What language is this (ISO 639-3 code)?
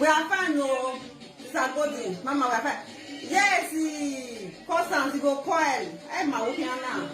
pcm